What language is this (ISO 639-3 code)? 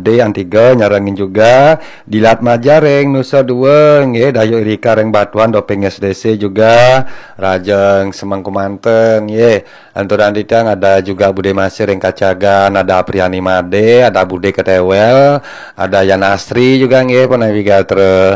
ban